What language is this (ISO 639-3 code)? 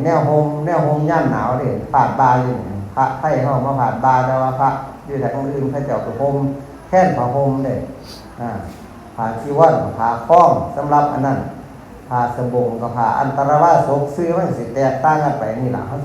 tts